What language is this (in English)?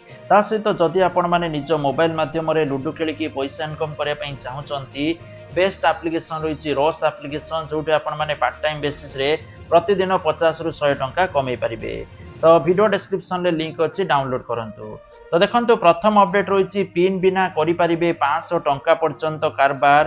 Odia